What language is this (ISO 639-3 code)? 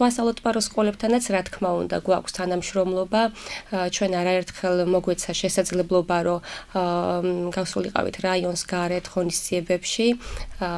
kat